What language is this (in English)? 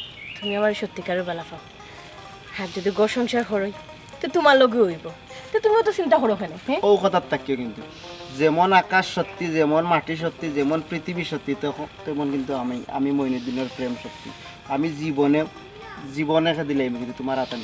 Sylheti